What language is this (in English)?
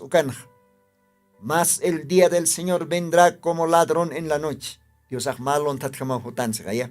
Aymara